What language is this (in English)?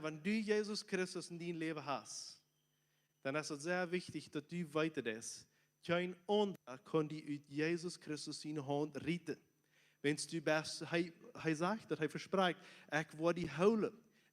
Plautdietsch